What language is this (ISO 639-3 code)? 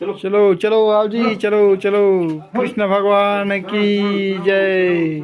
hne